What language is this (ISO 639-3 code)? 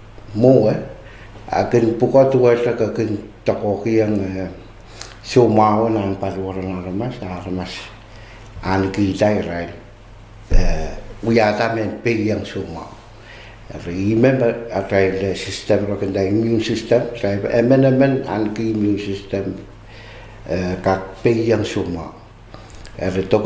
pon